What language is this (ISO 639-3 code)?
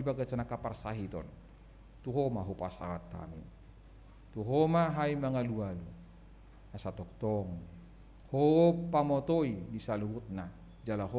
bbc